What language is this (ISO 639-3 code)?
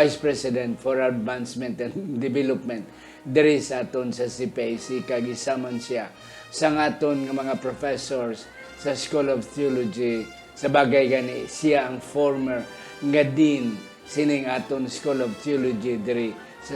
hil